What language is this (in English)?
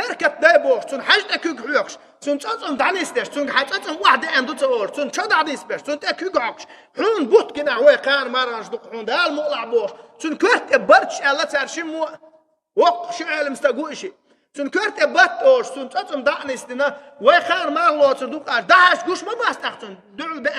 Chechen